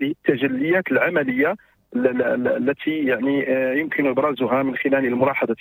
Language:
Moroccan Arabic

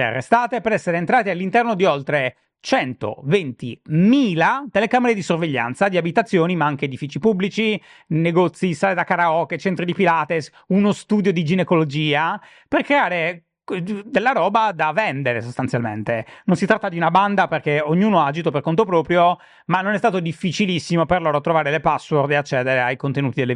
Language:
Italian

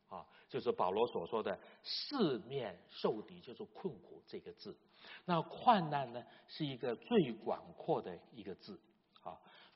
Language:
Chinese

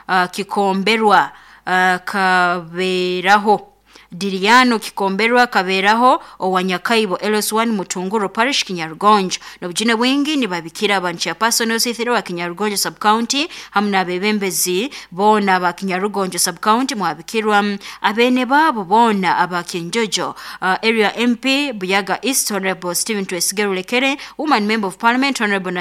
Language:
Nyoro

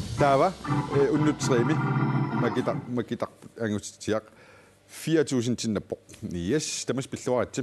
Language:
Kalaallisut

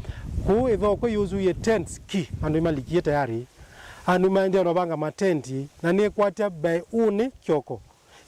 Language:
Kamba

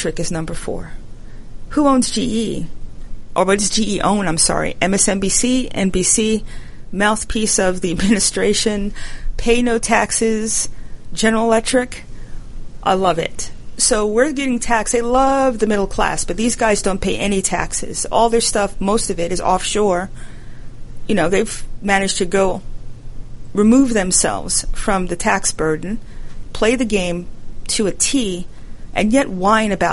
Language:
English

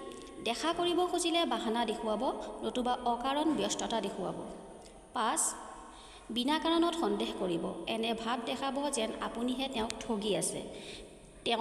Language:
Assamese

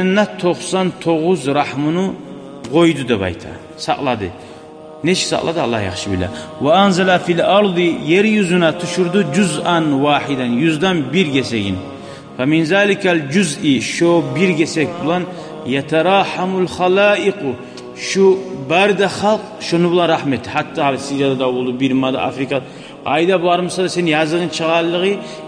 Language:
Kumyk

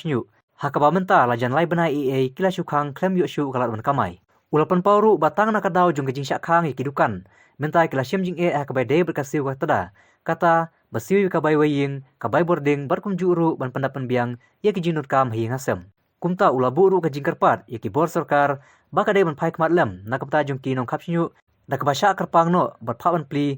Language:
Khasi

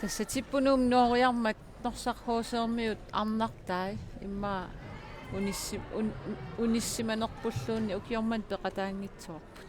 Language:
Kalaallisut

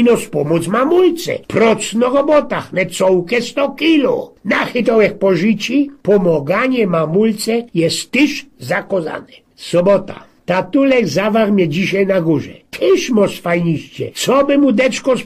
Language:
Silesian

